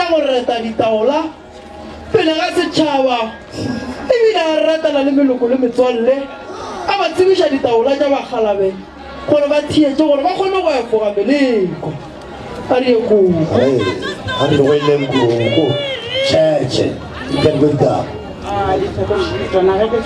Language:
Northern Sotho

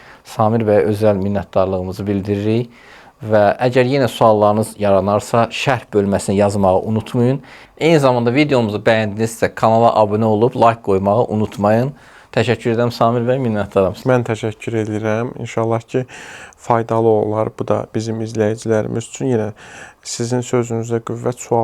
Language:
Azerbaijani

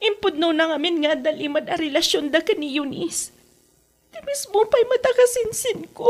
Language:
Iloko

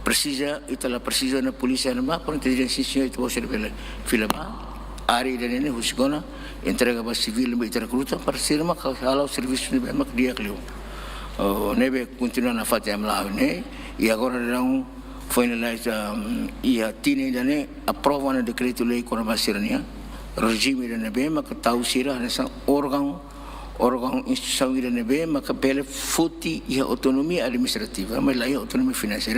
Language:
Tetum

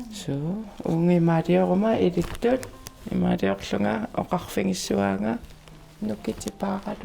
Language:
Kalaallisut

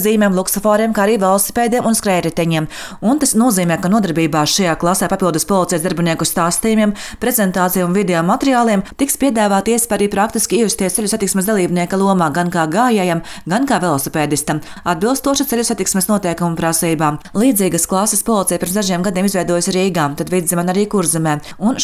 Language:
Latvian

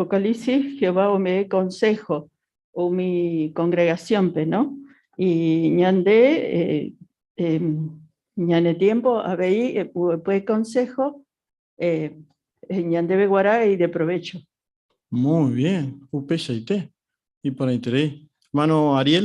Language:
Guarani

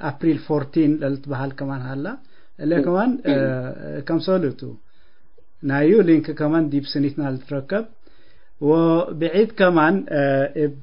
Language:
Tigre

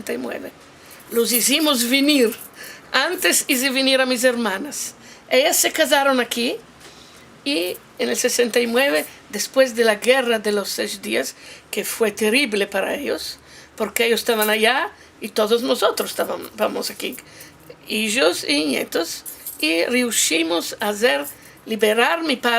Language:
Ladino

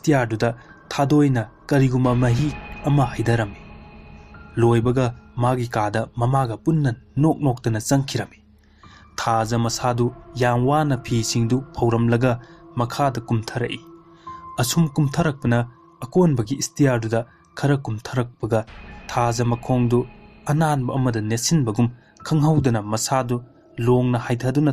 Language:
Manipuri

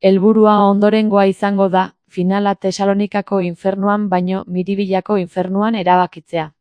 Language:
Basque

